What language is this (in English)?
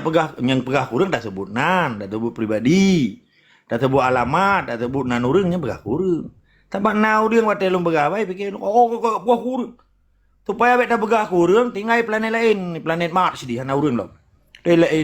Achinese